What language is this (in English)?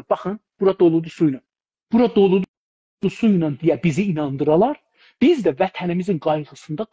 South Azerbaijani